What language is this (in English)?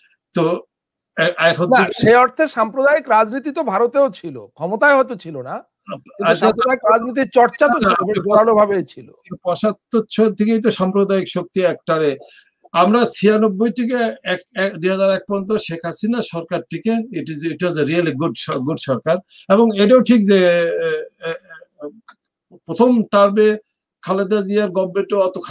Bangla